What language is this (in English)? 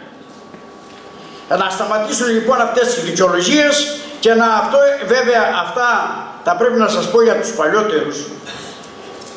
Greek